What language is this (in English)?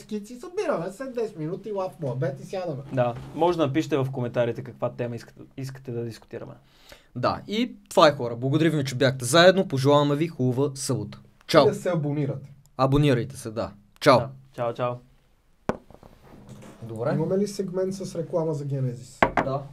Bulgarian